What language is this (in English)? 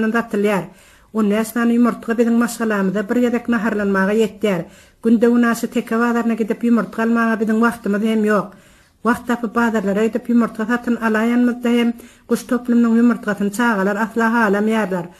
Turkmen